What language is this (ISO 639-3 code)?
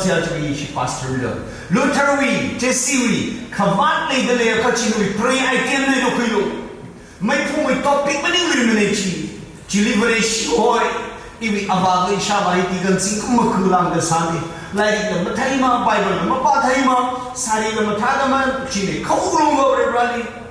nmf